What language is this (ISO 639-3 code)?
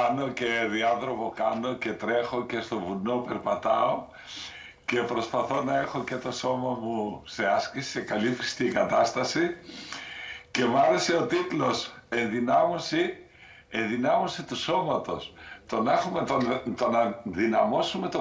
ell